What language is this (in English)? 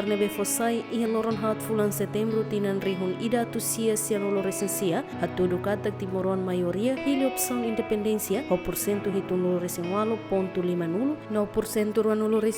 Tetum